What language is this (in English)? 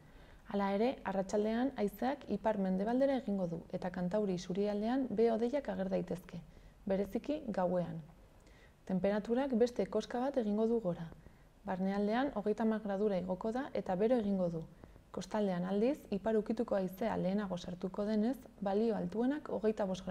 Basque